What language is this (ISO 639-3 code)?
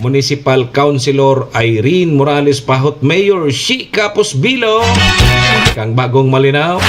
bik